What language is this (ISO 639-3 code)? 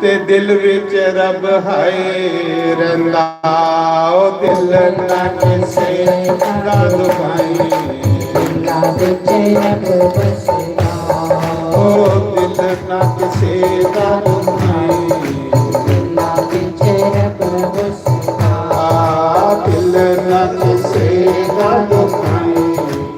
doi